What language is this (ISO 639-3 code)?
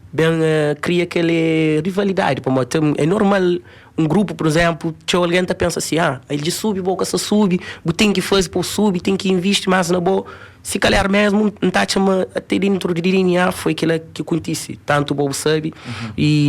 kea